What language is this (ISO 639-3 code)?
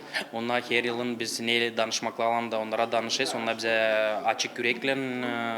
gag